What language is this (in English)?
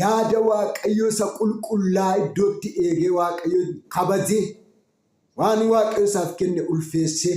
Oromo